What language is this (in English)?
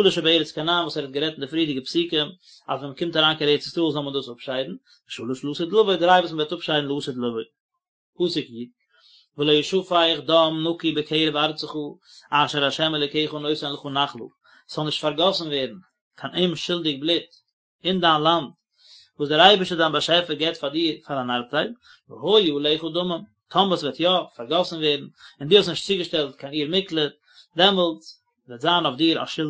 Yiddish